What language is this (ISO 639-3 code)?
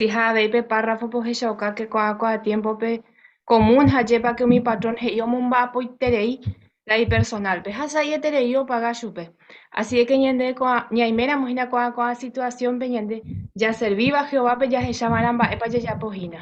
grn